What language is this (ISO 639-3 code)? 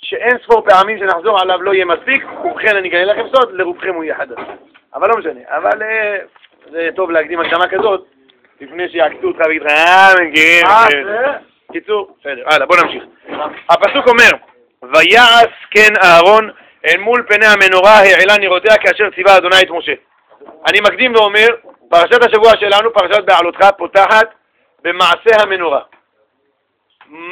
heb